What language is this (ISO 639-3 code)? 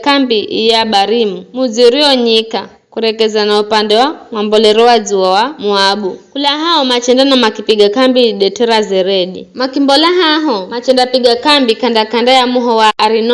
nyf